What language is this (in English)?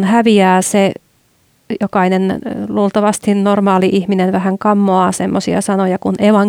Finnish